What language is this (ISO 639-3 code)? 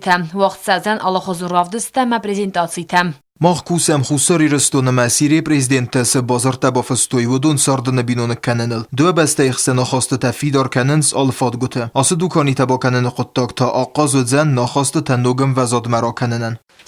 oss